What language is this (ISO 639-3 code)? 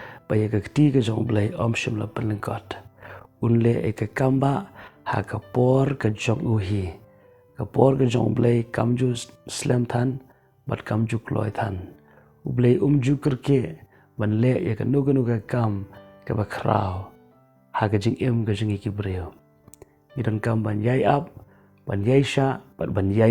kha